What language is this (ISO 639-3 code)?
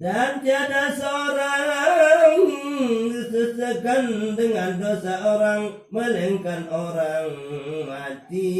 sas